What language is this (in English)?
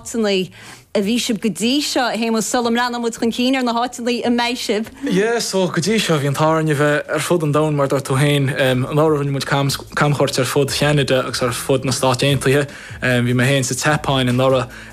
Irish